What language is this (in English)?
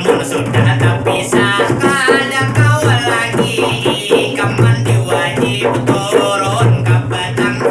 Banjar